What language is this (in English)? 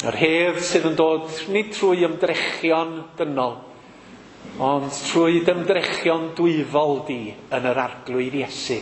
Welsh